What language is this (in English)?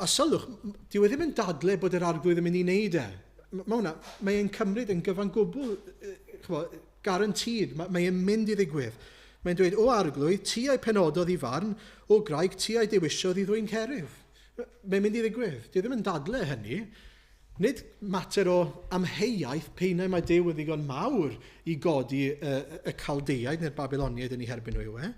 Welsh